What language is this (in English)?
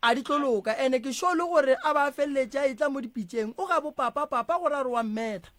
Northern Sotho